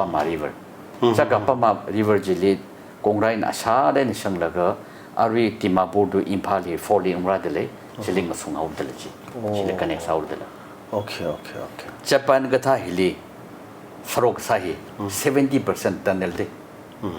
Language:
Tangkhul Naga (India)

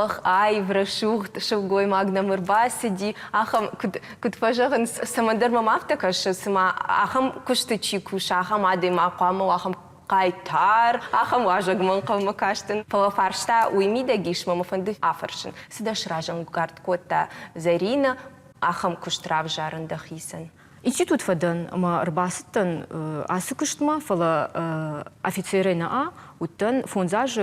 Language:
Ossetic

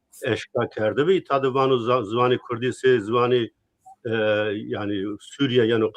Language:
Zaza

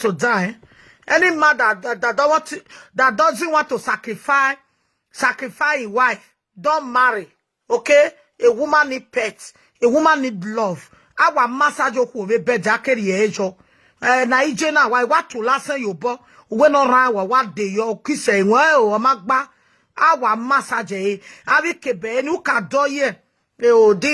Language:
Nigerian Pidgin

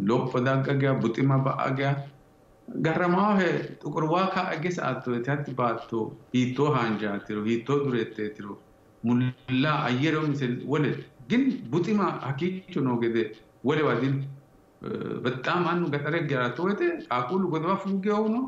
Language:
Sidamo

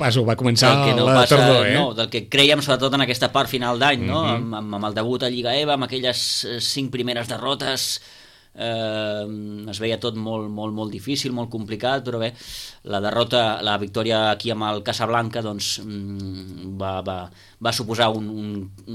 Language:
Catalan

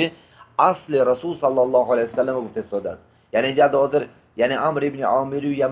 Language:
Tajik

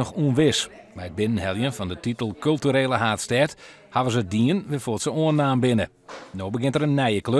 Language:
Western Frisian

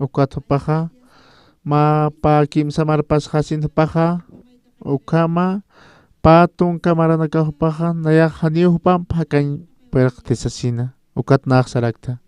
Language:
Aymara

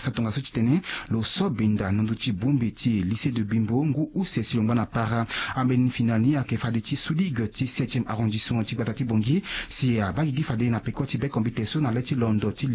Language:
Sango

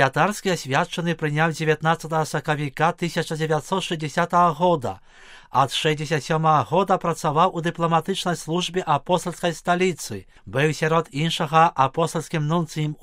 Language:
Belarusian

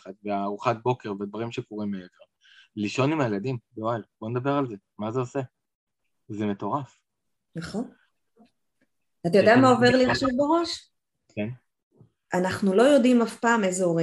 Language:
Hebrew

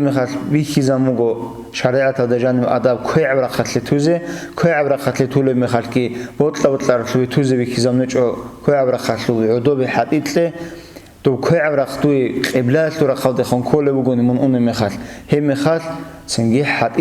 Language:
Avaric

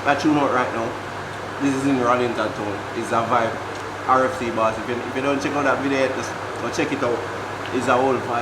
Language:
Jamaican Creole English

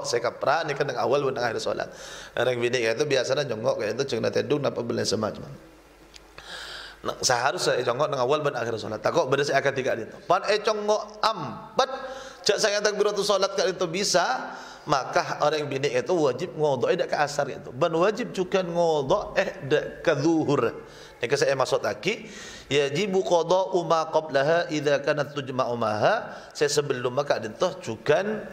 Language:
Madurese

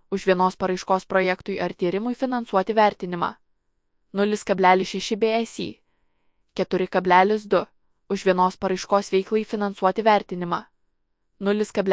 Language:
Lithuanian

